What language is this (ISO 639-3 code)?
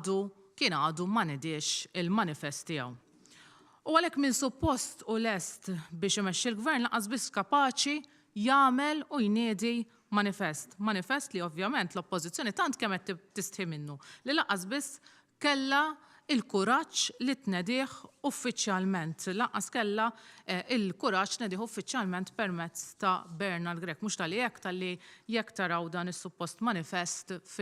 mlt